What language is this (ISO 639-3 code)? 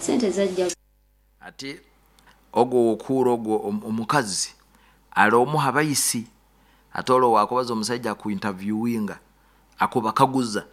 nyo